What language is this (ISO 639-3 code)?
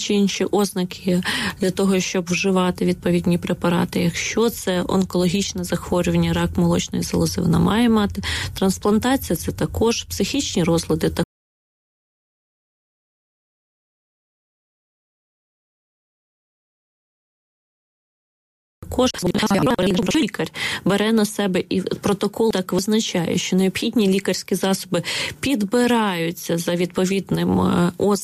ukr